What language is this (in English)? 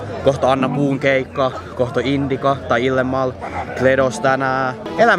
Finnish